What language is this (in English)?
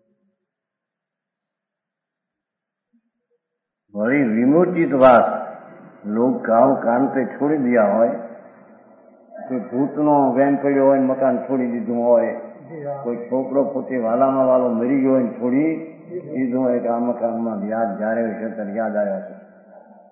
Gujarati